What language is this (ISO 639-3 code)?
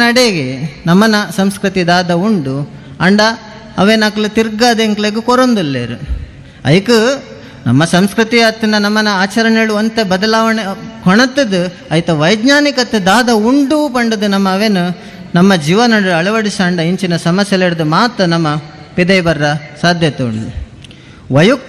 tcy